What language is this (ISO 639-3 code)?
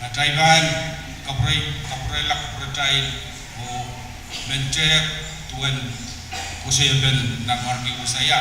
pon